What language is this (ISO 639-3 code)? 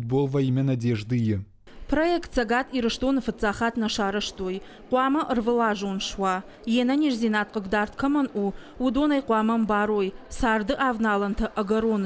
oss